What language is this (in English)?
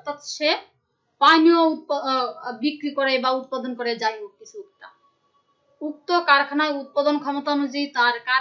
Bangla